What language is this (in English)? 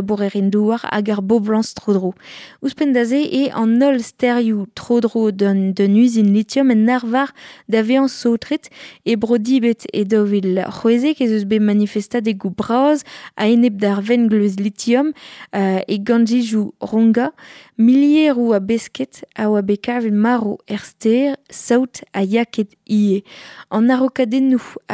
Breton